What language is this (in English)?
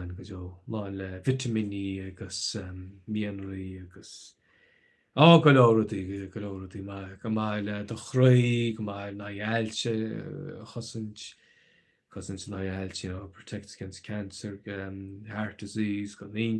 Irish